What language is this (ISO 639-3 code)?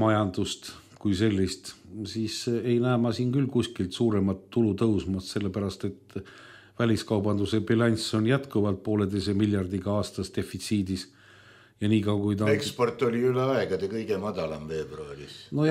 est